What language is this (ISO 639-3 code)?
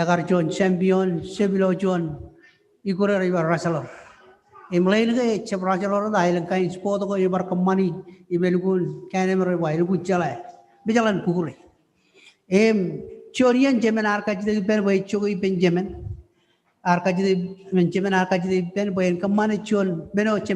mah